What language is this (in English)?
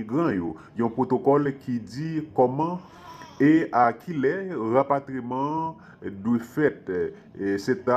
Haitian Creole